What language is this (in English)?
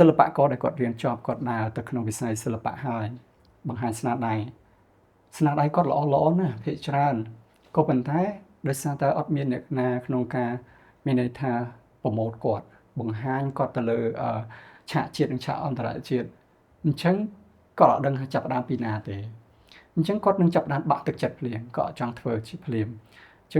Khmer